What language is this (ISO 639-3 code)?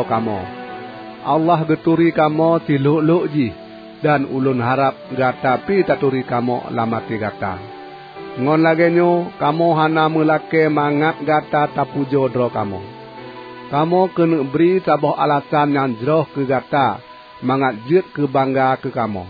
ace